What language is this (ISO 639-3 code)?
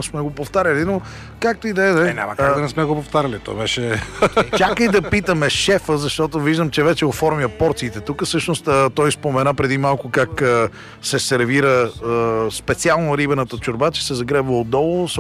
bul